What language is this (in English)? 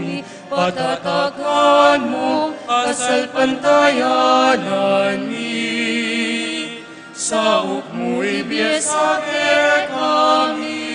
Pampanga